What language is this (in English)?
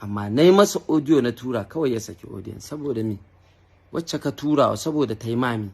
Hausa